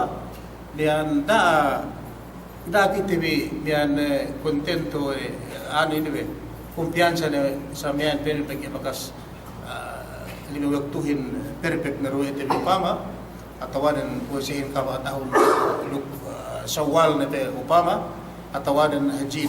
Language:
Yakan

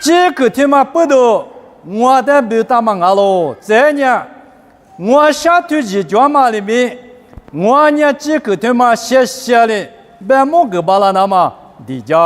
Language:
Lisu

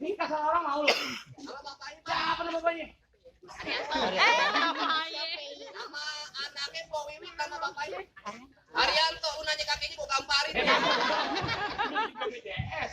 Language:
Betawi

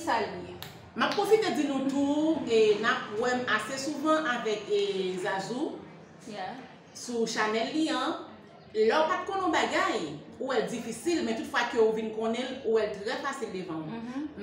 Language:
Haitian Creole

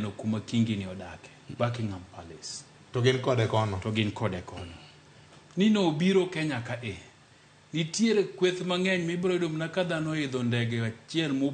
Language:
Luo (Kenya and Tanzania)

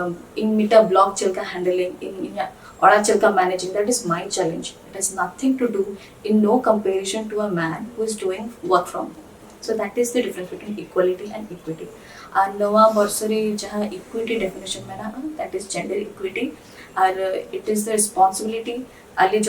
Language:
Santali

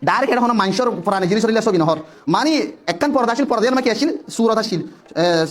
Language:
Rohingya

